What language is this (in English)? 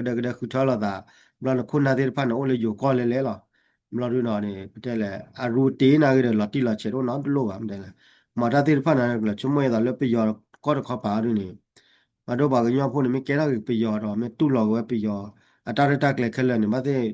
S'gaw Karen